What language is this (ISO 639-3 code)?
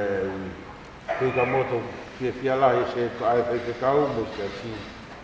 ton